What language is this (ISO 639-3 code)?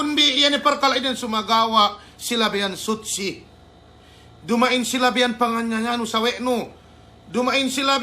yka